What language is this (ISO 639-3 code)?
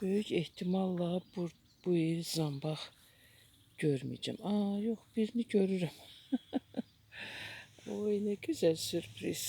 aze